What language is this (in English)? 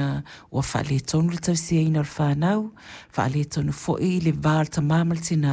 Samoan